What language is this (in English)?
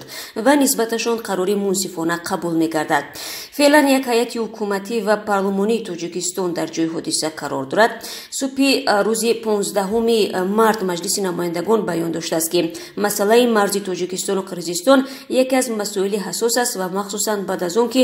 Tajik